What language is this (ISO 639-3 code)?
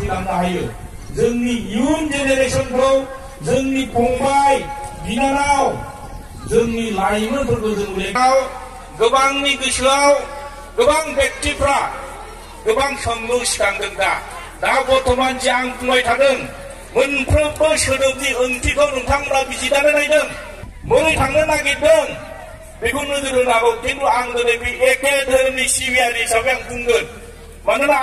brx